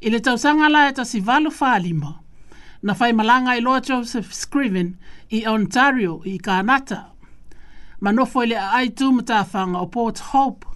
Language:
Samoan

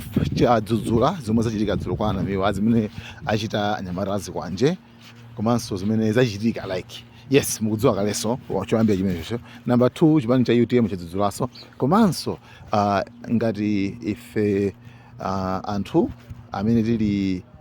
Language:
Nyanja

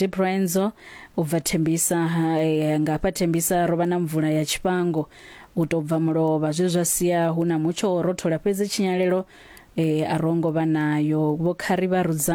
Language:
Venda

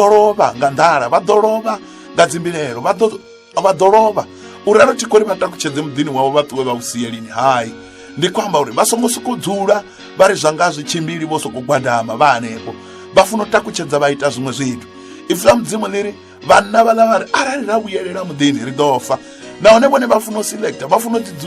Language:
Venda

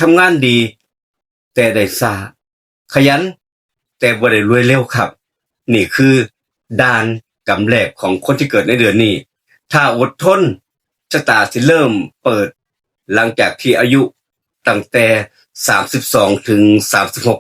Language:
Northeastern Thai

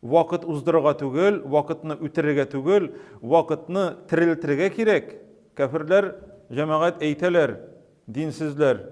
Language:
Tatar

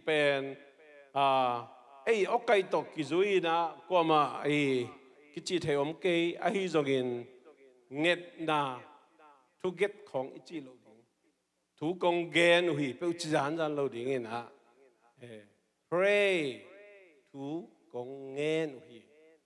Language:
Tedim Chin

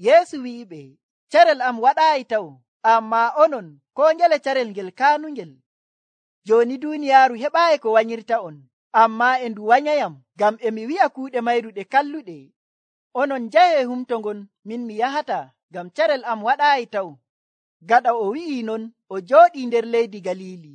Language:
Nigerian Fulfulde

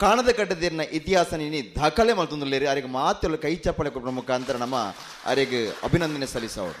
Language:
Tulu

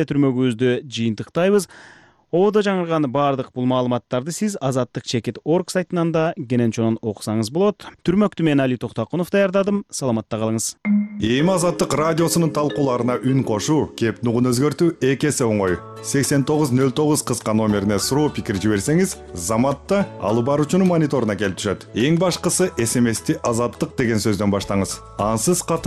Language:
Kyrgyz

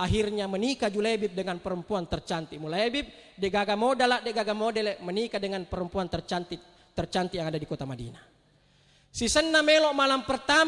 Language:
Buginese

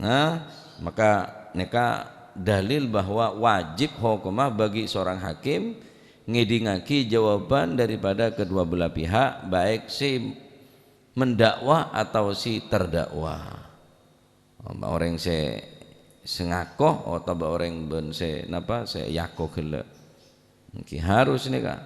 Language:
Madurese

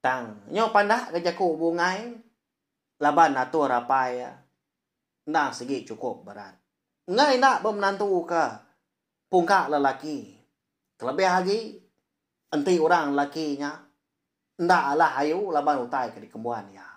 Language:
Iban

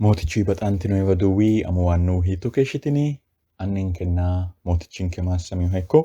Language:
Sidamo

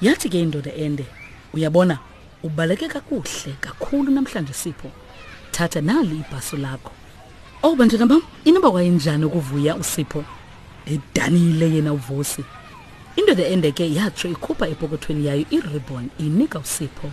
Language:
Xhosa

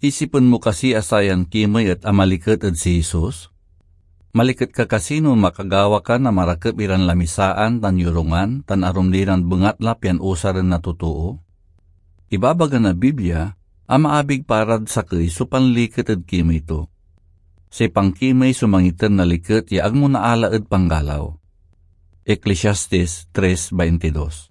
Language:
Pangasinan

